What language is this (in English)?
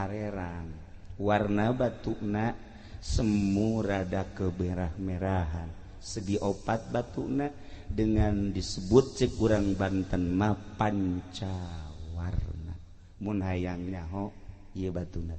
Sundanese